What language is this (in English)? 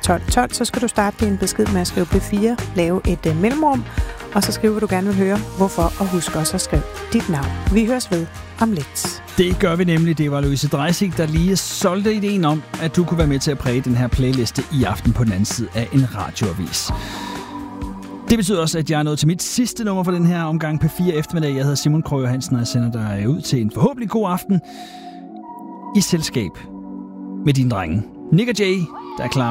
Danish